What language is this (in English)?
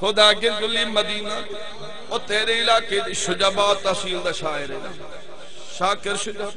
Saraiki